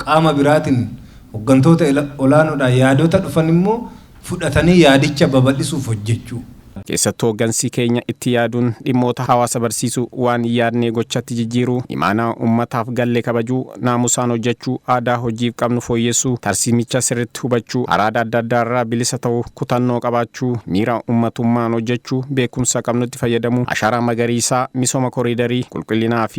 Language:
Oromo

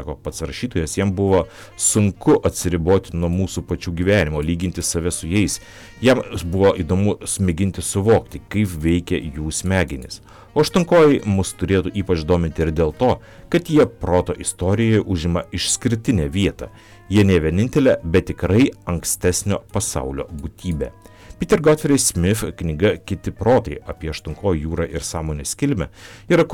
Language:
Lithuanian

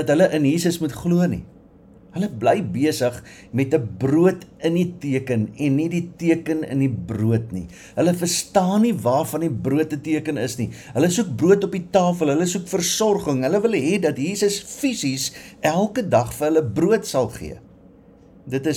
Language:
Afrikaans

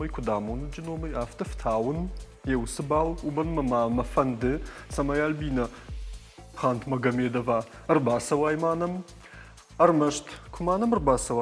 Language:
Ossetic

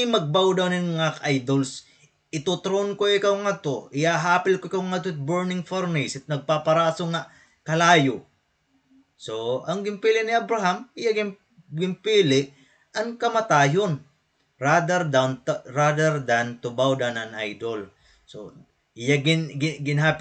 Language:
Waray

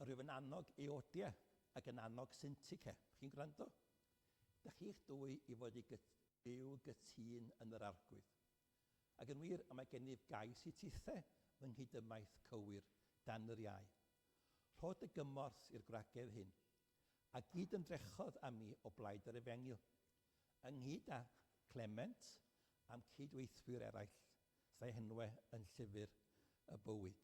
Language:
Welsh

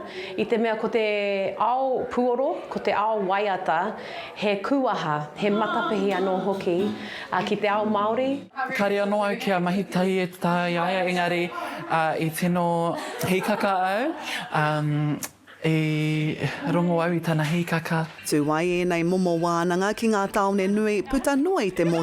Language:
Māori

